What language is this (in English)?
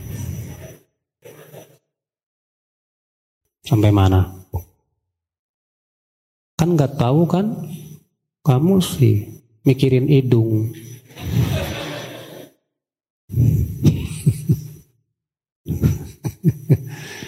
Indonesian